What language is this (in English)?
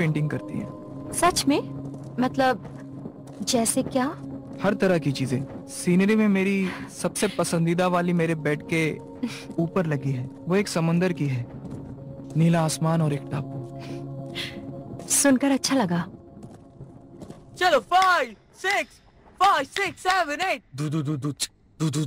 Hindi